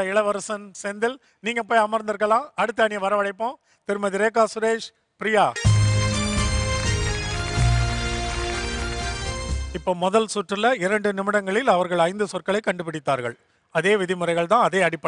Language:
Tamil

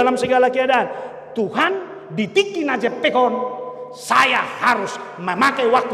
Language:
Batak Toba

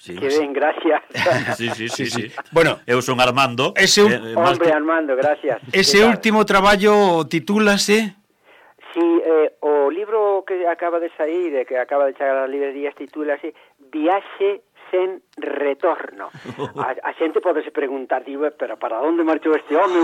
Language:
Galician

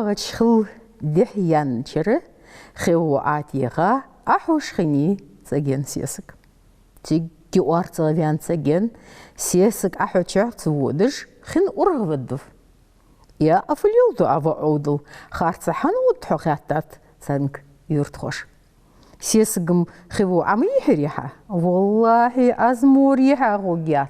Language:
Ingush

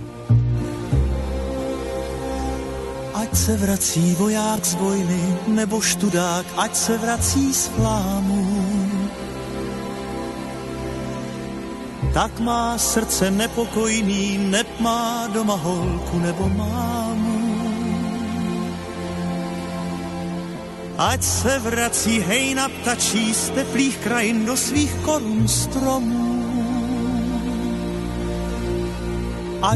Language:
Czech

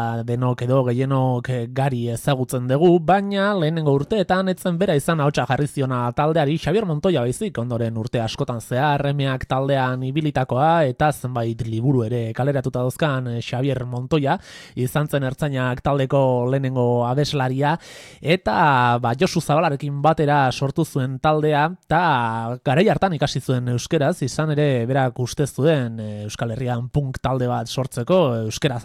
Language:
Basque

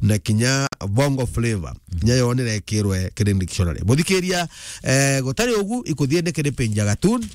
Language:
Meru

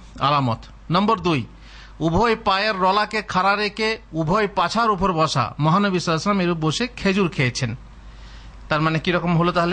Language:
Bangla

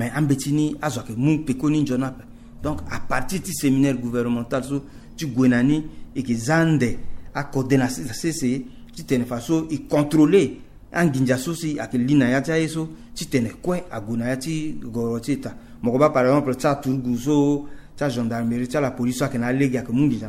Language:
Sango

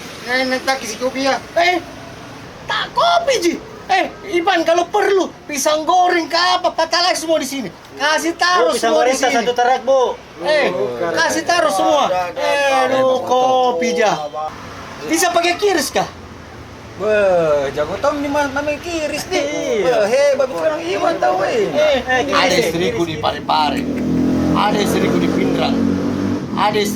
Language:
Makassar Malay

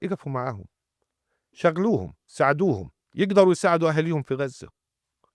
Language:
North Levantine Arabic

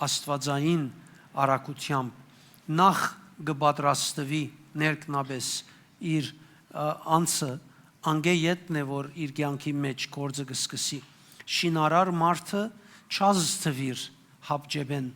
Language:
Western Armenian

